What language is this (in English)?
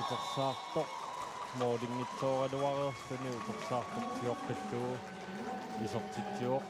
Kalaallisut